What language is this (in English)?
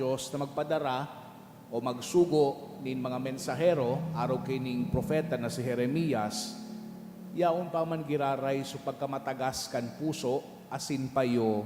Bikol